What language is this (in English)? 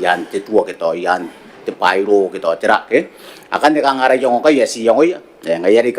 Gilbertese